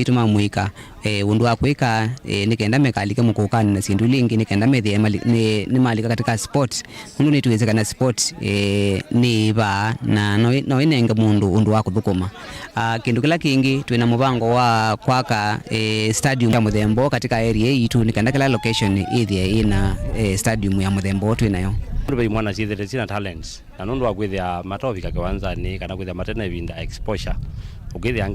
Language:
Kamba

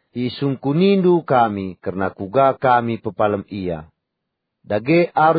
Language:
Batak Karo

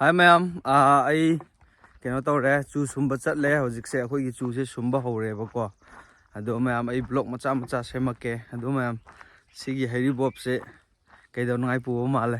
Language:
Manipuri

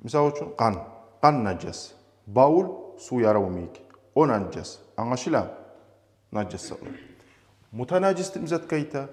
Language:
Kumyk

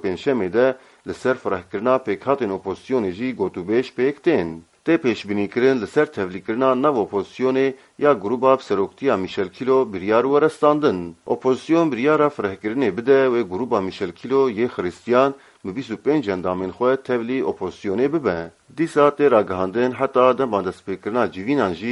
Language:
Kurdish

